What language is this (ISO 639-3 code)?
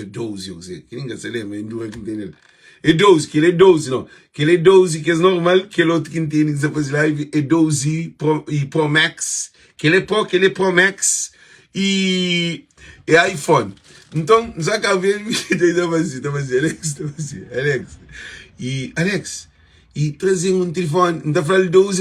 kea